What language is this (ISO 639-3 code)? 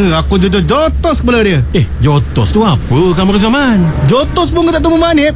msa